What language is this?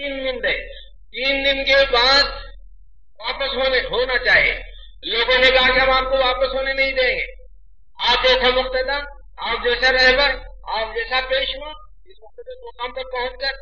Urdu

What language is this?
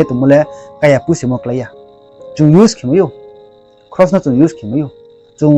Riang (India)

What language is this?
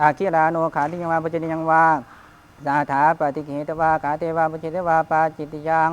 Pali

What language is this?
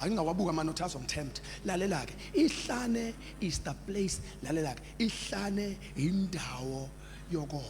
Zulu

